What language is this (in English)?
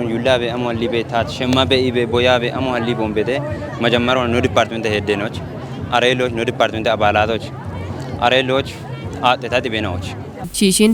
Kafa